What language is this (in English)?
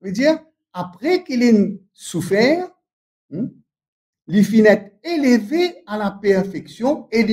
Morisyen